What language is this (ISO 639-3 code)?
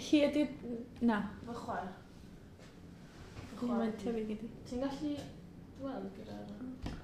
cym